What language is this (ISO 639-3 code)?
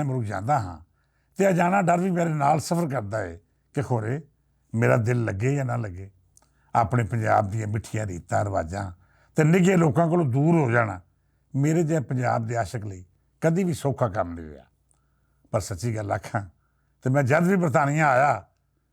lah